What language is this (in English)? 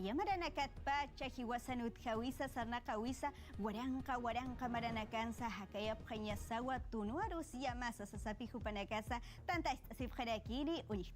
Aymara